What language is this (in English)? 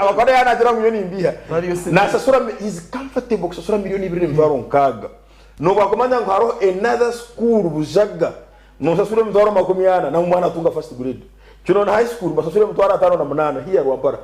Nyankole